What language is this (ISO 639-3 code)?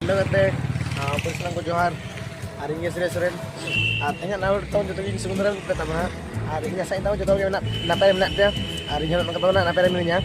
sat